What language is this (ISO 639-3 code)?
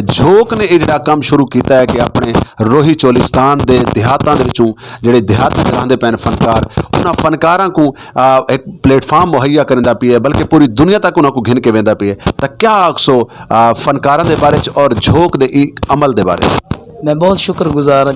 skr